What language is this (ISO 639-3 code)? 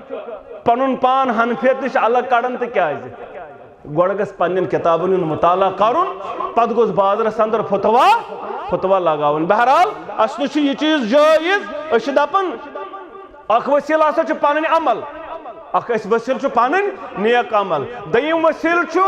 kas